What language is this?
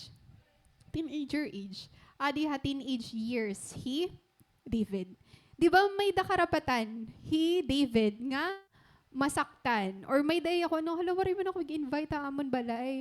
Waray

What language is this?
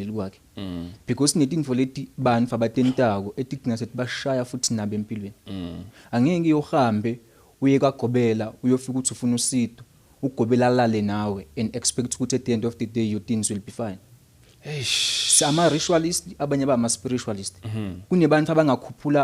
Zulu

